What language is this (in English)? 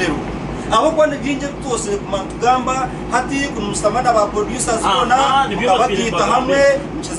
Nyankole